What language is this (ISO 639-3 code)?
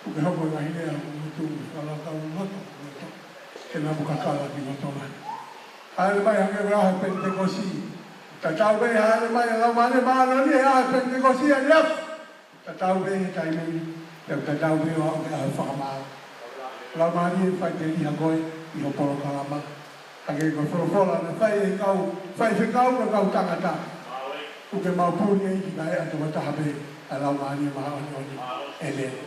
ton